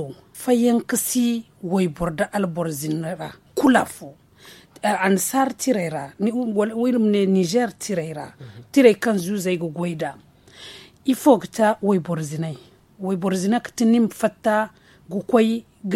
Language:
Zarma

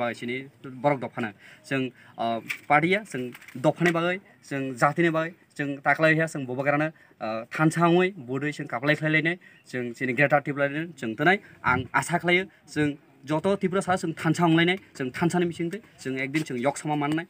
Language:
Kok Borok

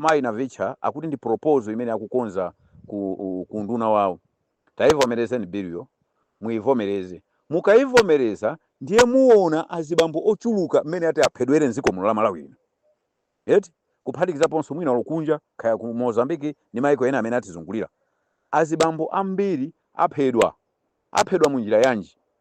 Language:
Nyanja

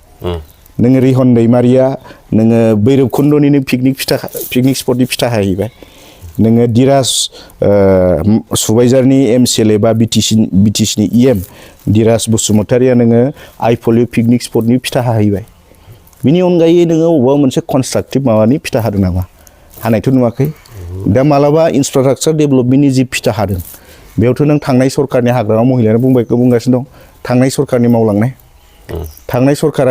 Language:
Bodo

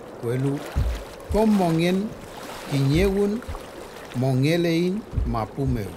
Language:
Mapuche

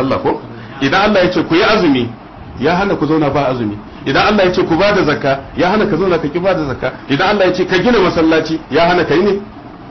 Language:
Hausa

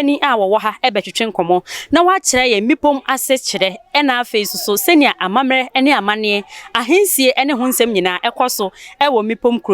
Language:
Akan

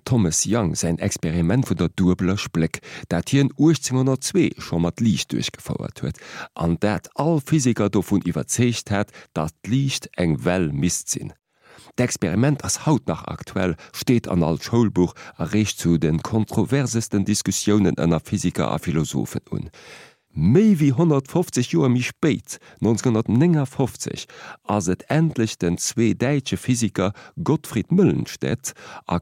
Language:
Luxembourgish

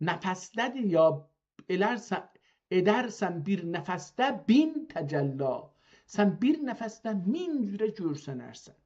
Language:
South Azerbaijani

